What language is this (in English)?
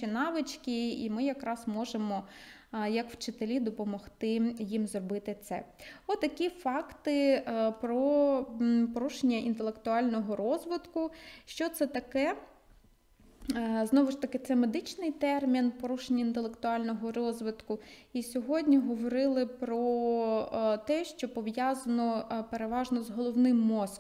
Ukrainian